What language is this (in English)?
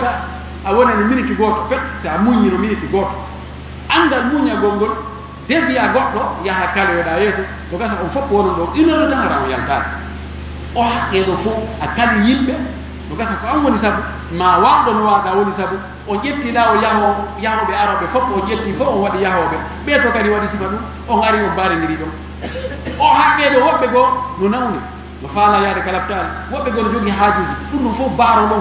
Pular